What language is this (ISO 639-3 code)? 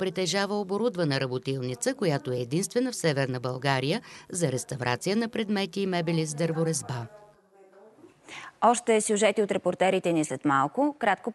bul